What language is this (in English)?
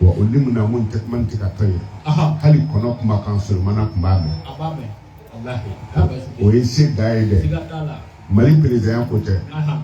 Bambara